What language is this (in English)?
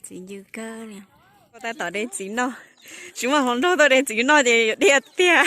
Hmong